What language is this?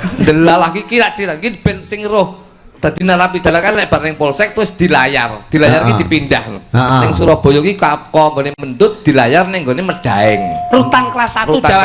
Javanese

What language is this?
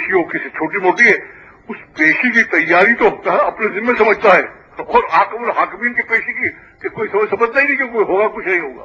Urdu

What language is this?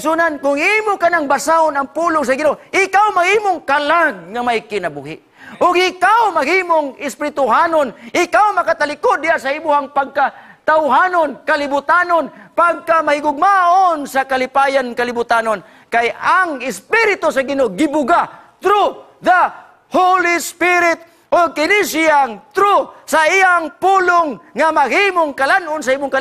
Cebuano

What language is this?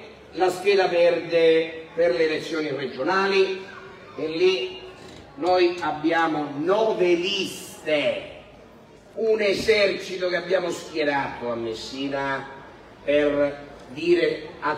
Italian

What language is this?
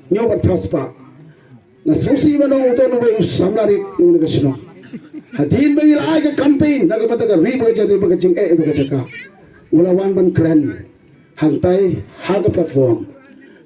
Khasi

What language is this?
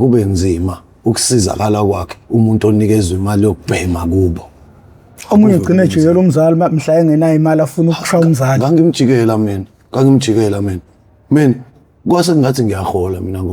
Zulu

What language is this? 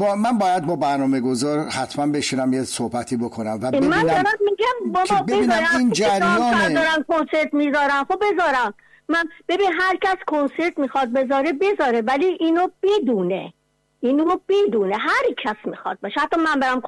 Persian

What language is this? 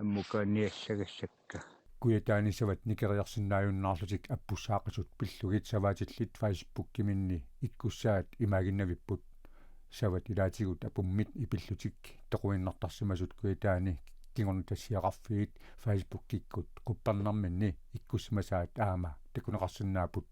Kalaallisut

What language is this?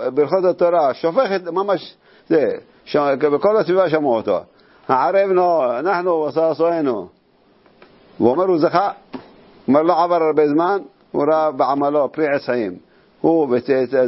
Hebrew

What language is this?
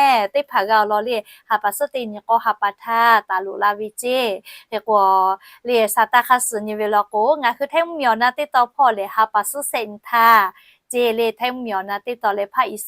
Lahu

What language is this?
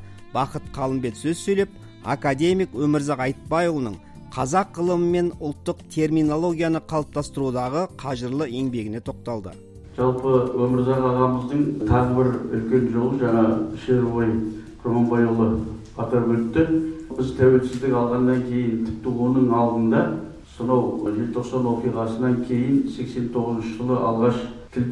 Kazakh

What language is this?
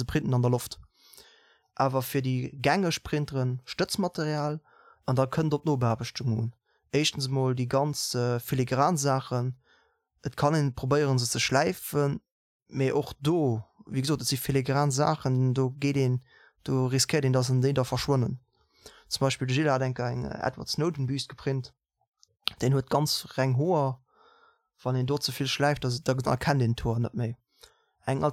Luxembourgish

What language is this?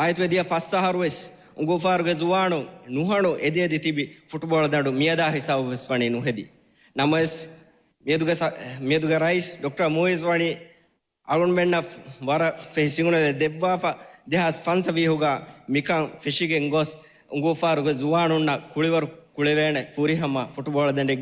Divehi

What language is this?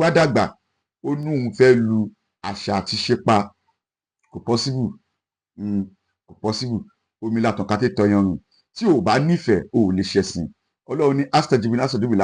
Yoruba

